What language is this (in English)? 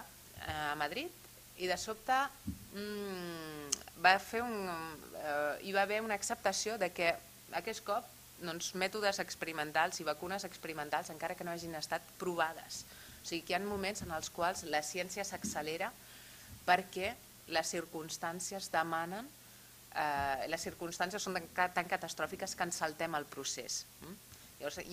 Catalan